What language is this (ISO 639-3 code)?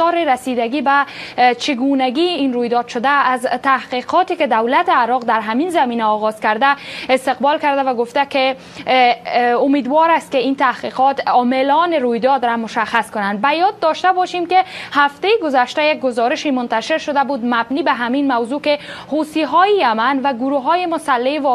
fas